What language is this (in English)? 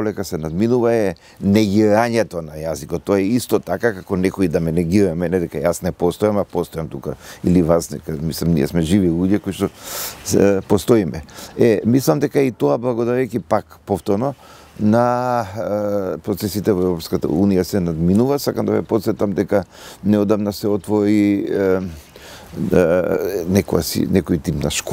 Macedonian